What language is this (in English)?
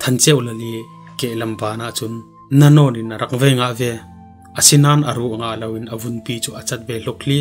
Falam Chin